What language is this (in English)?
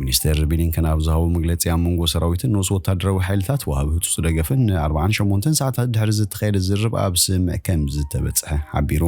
Tigrinya